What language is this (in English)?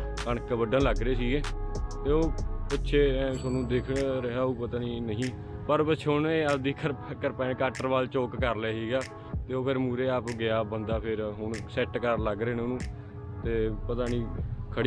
Punjabi